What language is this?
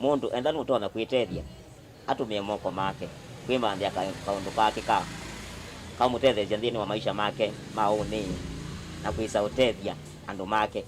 Kamba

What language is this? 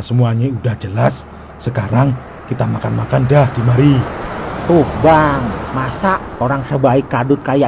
Betawi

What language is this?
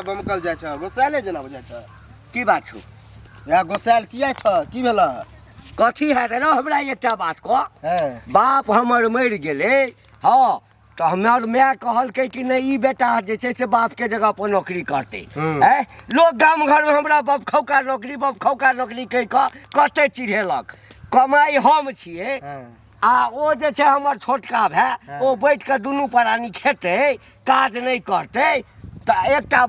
Maithili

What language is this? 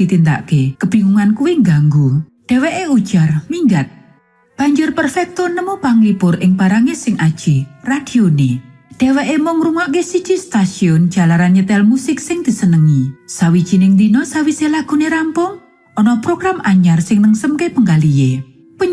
Javanese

